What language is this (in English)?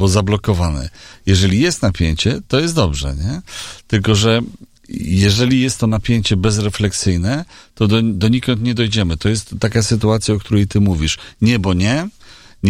Polish